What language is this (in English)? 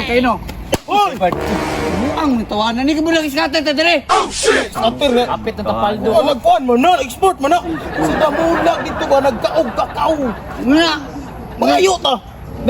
Cebuano